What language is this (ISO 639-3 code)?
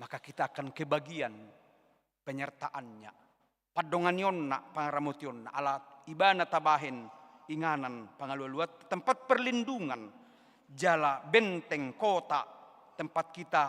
bbc